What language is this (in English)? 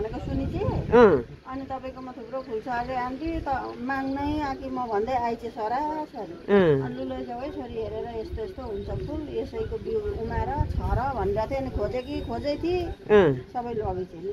Nepali